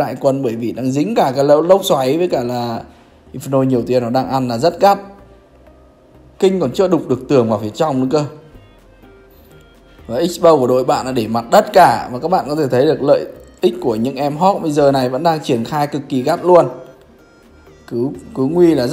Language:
Vietnamese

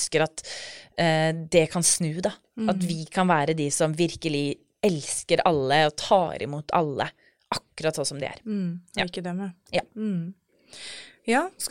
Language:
Norwegian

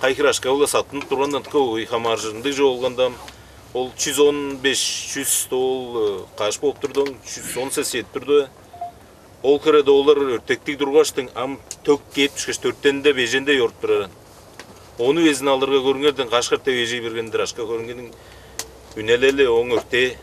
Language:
Tuvinian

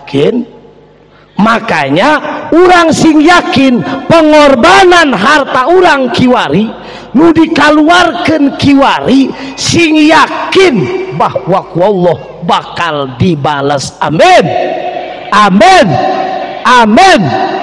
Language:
Sundanese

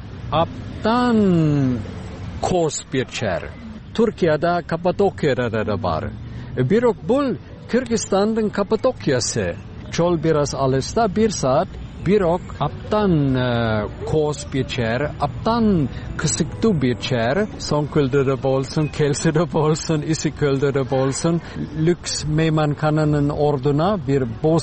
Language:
Kyrgyz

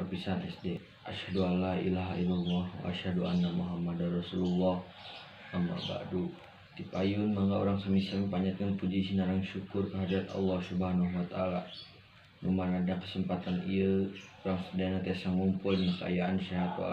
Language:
Sundanese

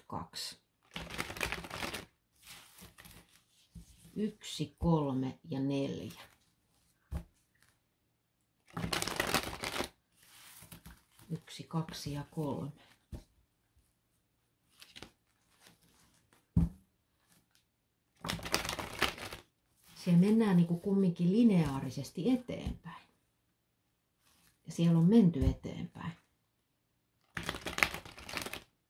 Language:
Finnish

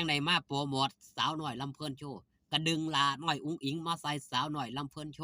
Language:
Northeastern Thai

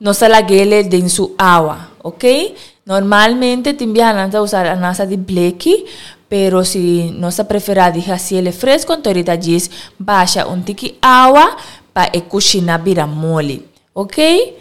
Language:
Papiamento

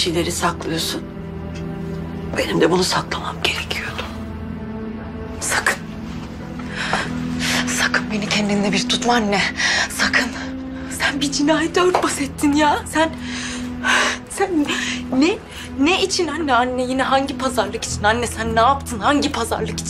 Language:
Turkish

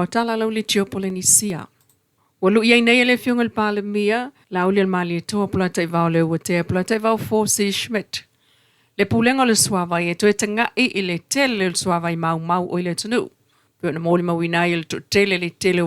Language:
Samoan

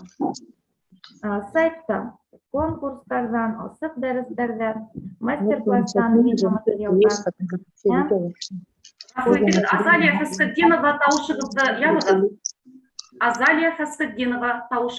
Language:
Bashkir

